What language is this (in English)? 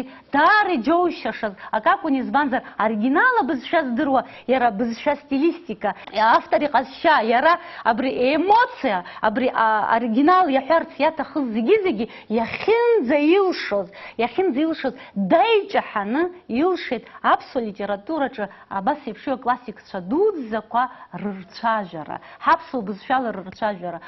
Abkhazian